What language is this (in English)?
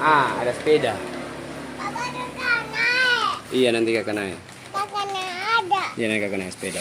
Ambonese Malay